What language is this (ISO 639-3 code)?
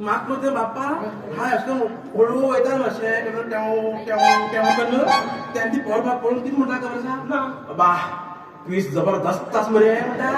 kok